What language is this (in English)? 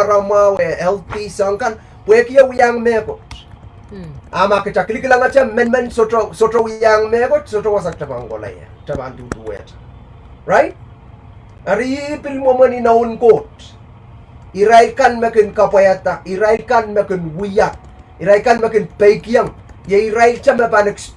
Pohnpeian